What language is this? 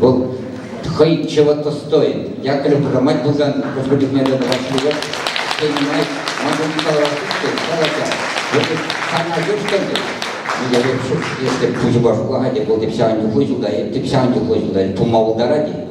Chuvash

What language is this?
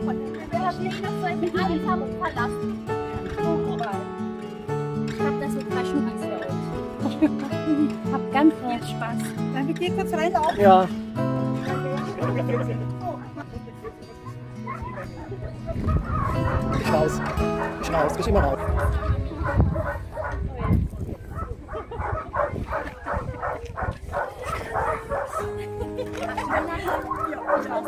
German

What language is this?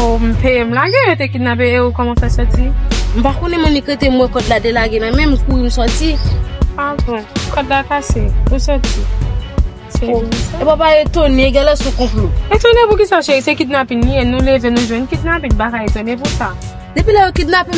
Haitian Creole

